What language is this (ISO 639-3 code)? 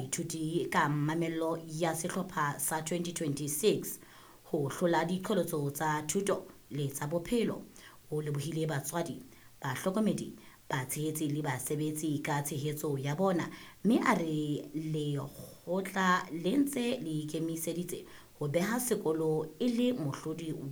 sot